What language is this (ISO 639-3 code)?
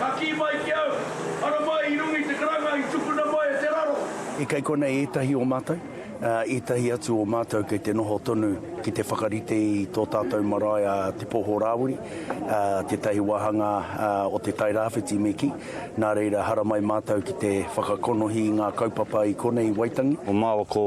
mri